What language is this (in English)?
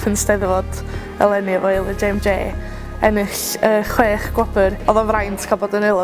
Welsh